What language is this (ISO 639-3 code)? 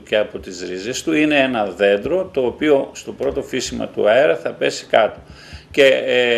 ell